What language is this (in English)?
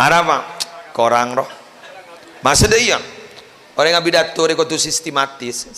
Madurese